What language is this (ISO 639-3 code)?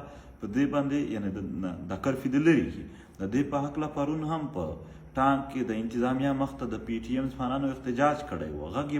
pus